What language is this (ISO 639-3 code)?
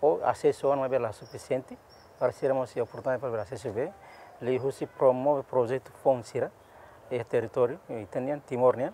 tet